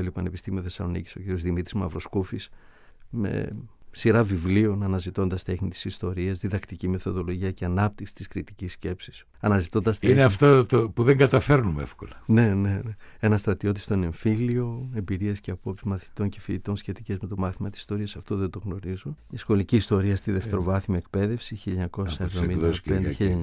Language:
Greek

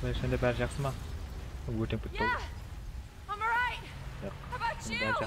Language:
Kara-Kalpak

